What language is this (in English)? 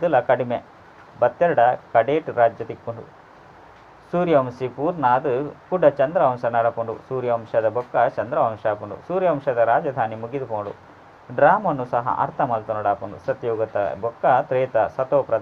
Tulu